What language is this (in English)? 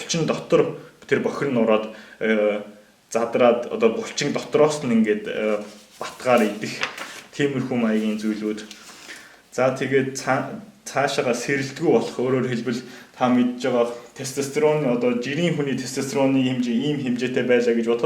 Mongolian